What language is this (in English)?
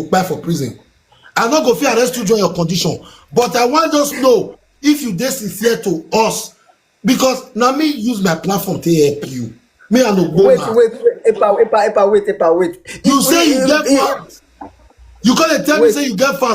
Nigerian Pidgin